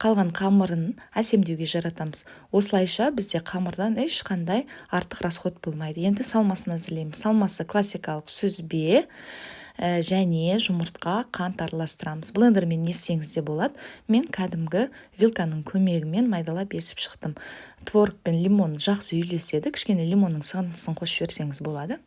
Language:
Kazakh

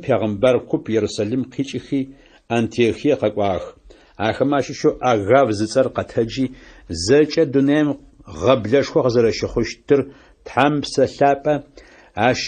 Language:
Adyghe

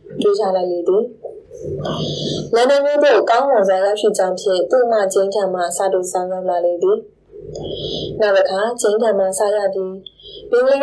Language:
Burmese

